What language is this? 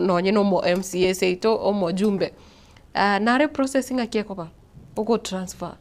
Gusii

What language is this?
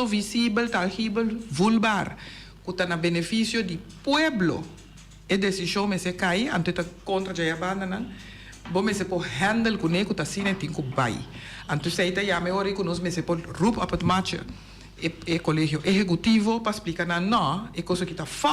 Papiamento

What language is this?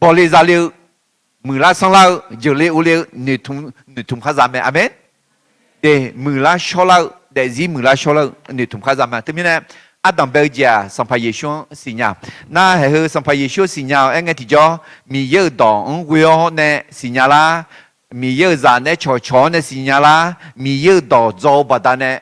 Akha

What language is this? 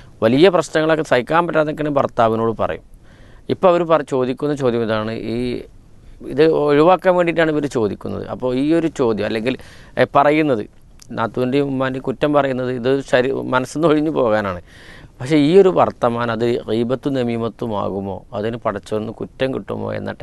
Malayalam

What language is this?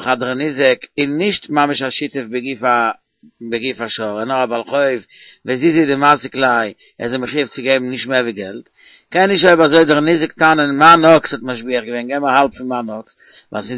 Yiddish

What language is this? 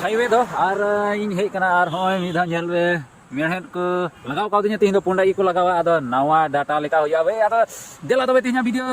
Santali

